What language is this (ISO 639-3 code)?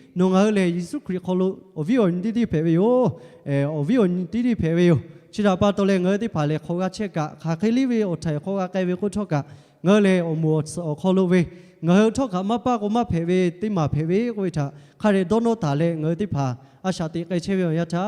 lhu